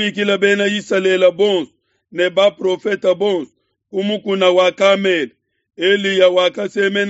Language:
Luba-Lulua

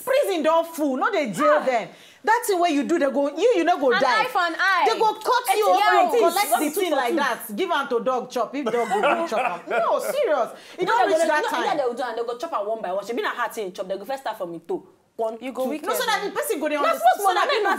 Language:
Nigerian Pidgin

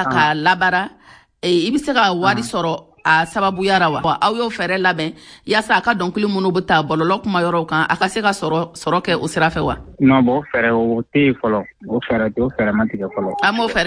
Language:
Bambara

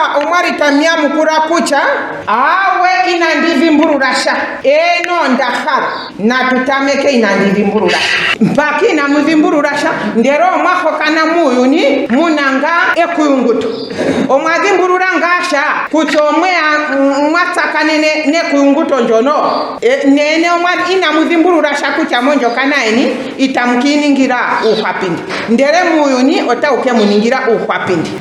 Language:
Ndonga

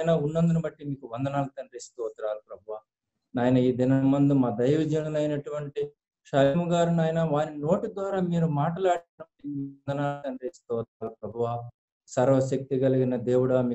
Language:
Telugu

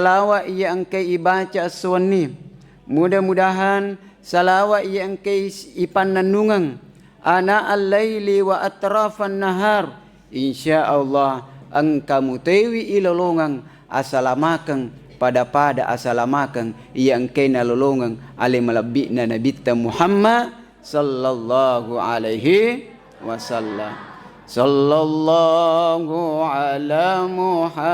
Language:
Buginese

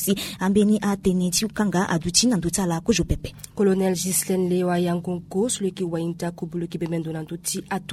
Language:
Sango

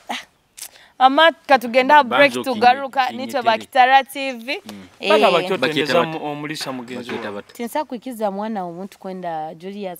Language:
Nyoro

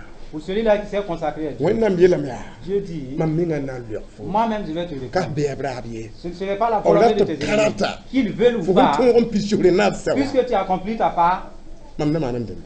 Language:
Mossi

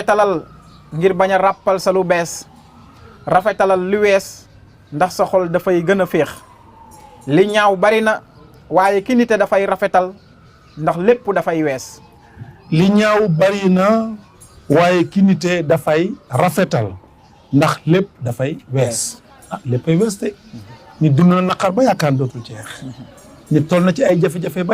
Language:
Wolof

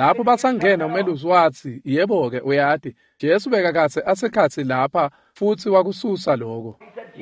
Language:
Swati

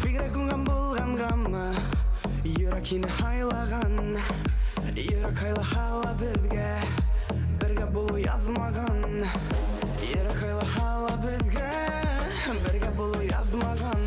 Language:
Bashkir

